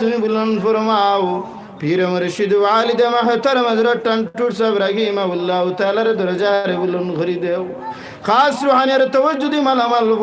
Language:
Sylheti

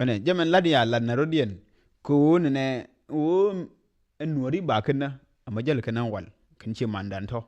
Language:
Nuer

